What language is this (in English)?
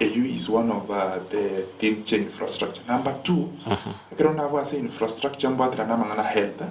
Gusii